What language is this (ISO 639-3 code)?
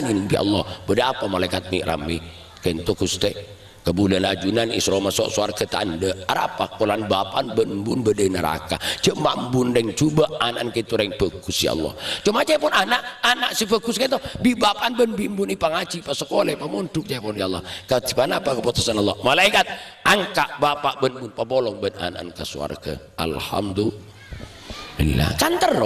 mad